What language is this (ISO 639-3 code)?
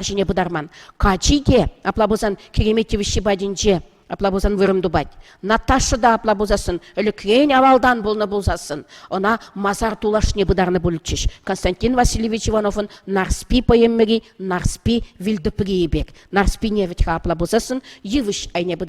chv